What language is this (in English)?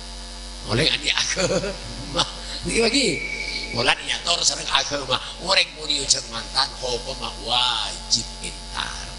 Madurese